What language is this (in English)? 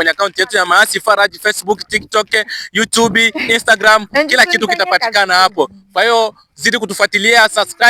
Swahili